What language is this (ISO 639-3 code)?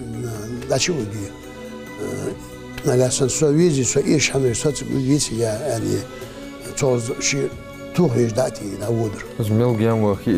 inh